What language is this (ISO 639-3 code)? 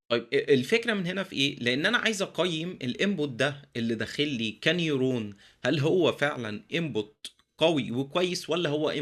arz